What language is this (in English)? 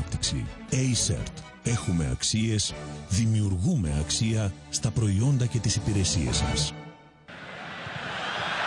Greek